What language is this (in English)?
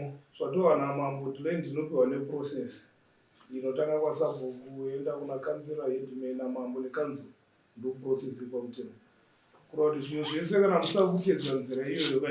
Shona